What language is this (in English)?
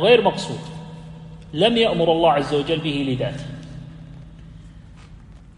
Arabic